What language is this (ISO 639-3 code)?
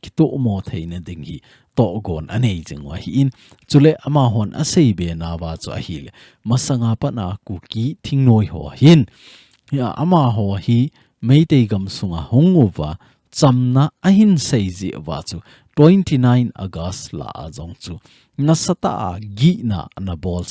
tcz